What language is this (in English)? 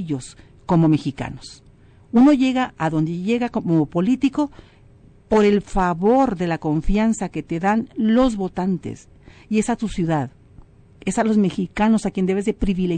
Spanish